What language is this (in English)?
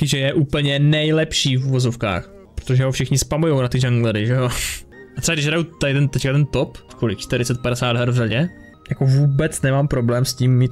Czech